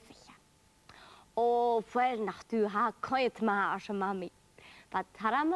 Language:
Scottish Gaelic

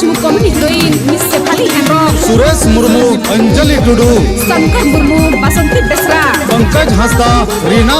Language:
Santali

